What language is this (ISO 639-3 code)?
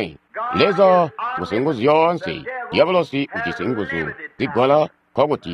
toi